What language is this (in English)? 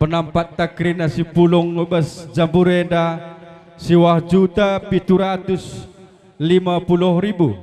Batak Karo